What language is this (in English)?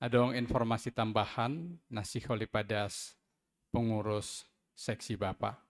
Batak Simalungun